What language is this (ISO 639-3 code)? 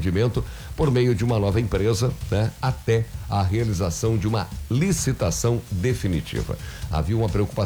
por